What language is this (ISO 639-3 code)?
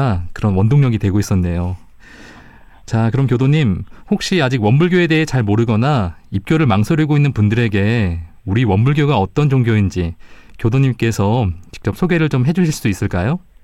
kor